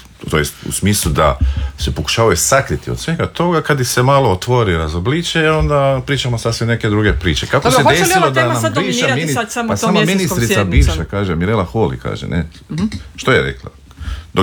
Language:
Croatian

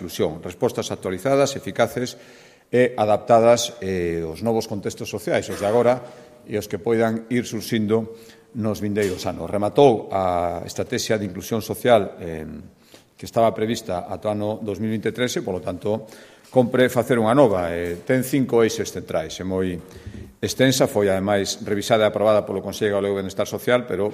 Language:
Galician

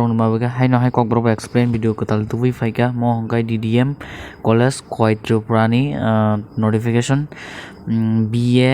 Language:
Kok Borok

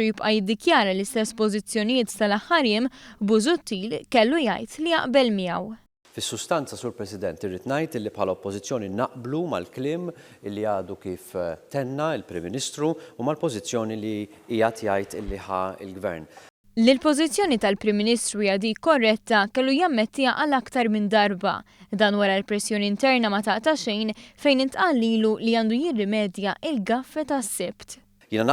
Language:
Maltese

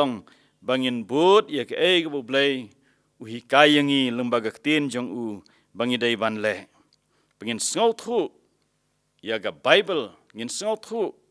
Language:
Khasi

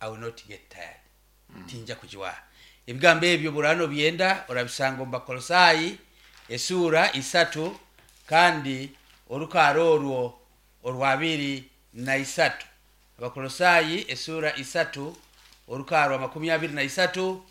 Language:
Nyoro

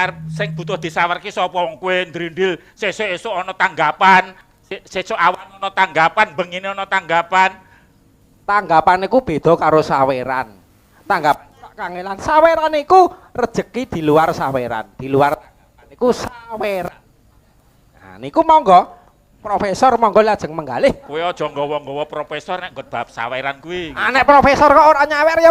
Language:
Javanese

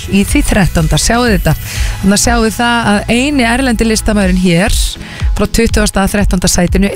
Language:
Icelandic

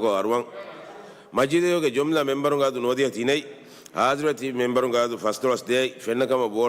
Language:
Divehi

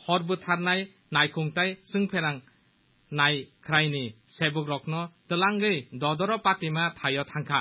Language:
Kok Borok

